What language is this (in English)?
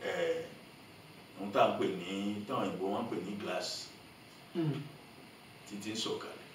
Yoruba